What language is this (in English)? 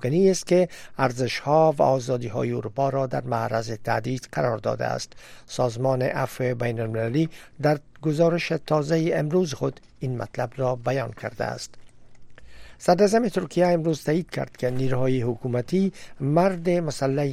Persian